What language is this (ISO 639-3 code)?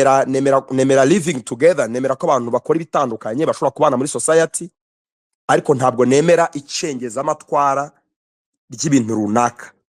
kin